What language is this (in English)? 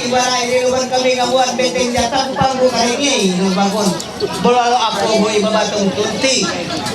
Ma'anyan